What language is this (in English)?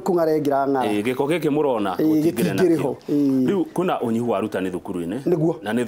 Kikuyu